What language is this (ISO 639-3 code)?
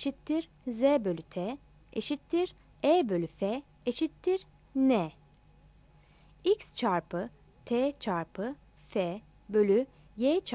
tur